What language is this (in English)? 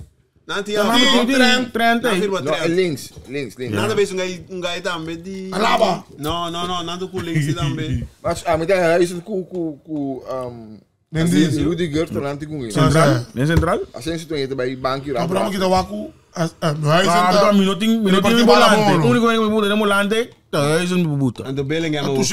Papiamento